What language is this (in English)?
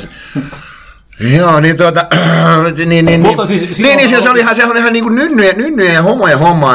Finnish